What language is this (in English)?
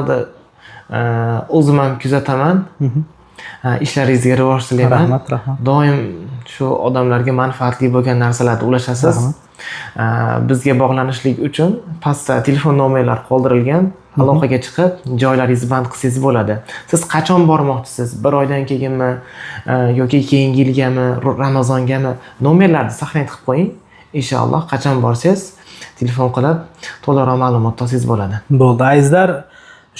Uzbek